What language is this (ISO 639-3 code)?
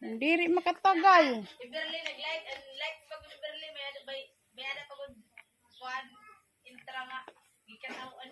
war